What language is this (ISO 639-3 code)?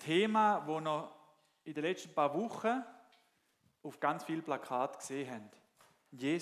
gsw